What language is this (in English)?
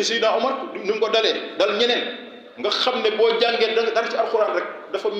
Wolof